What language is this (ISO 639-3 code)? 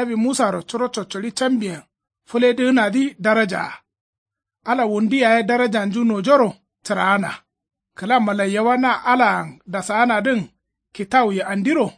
kau